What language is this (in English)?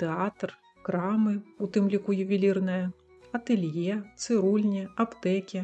Belarusian